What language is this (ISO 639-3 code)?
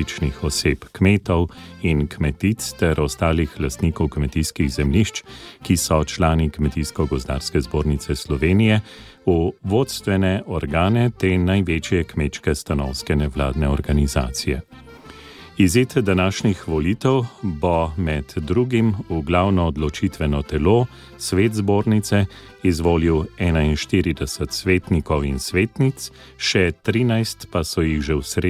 slv